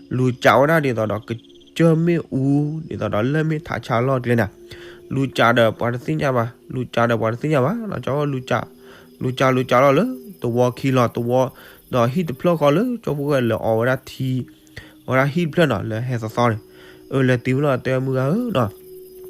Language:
S'gaw Karen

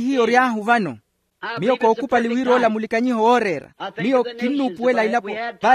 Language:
Makhuwa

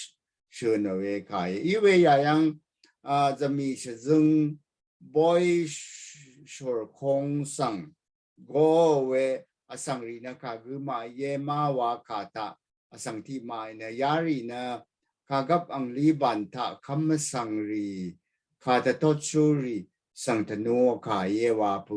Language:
Rawang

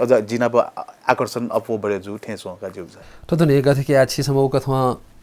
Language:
Newari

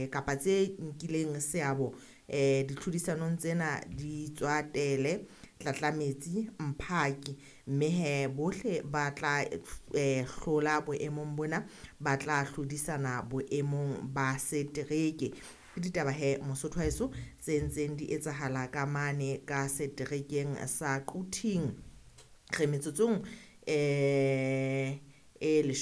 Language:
Southern Sotho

